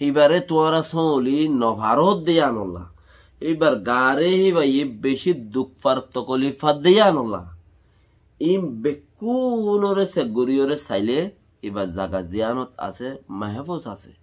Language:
Rohingya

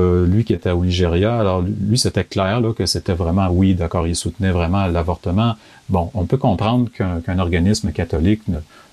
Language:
French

